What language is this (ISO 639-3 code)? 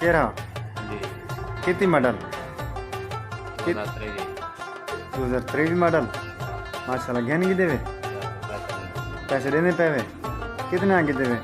skr